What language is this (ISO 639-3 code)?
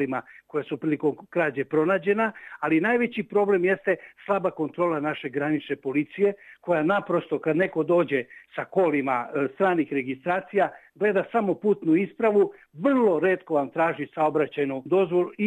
srp